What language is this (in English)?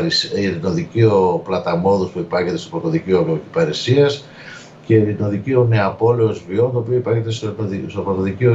Greek